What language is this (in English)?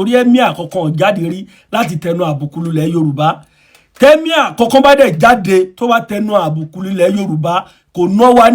Yoruba